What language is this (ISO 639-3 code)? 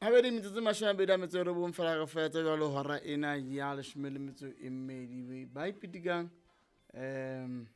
sot